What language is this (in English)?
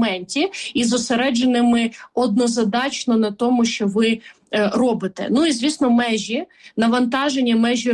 Ukrainian